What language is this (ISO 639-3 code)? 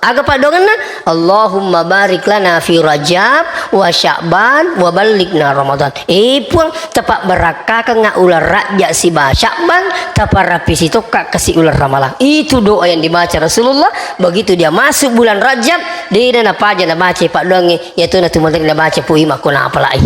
bug